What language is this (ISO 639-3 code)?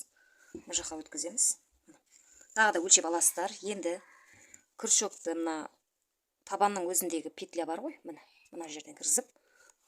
kaz